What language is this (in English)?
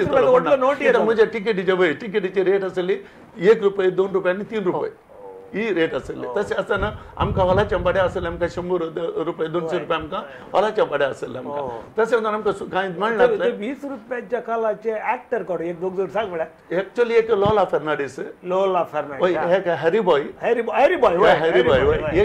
Konkani